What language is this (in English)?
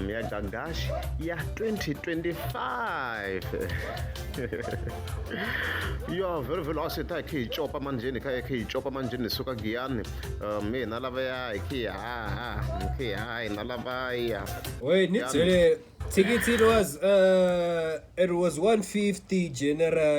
Tsonga